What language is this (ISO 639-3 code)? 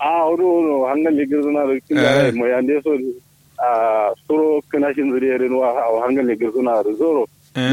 kau